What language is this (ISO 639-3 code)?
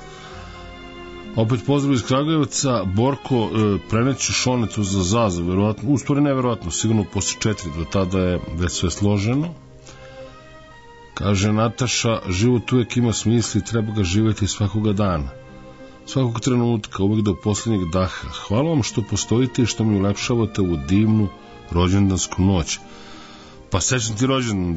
srp